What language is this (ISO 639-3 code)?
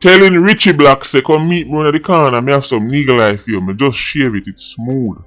jam